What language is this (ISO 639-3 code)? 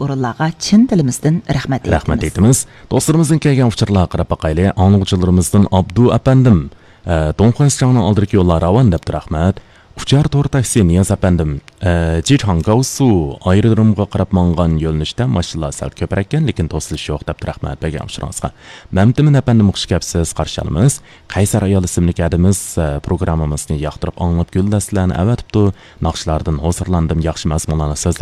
uig